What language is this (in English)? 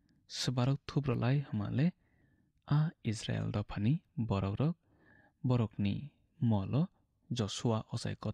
Kok Borok